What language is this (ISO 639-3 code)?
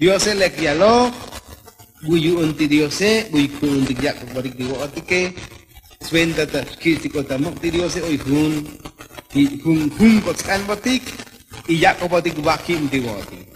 tzo